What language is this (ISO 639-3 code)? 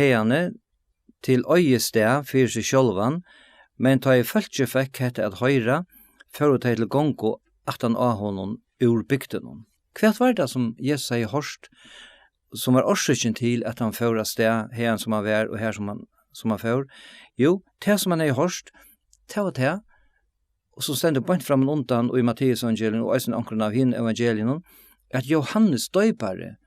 fao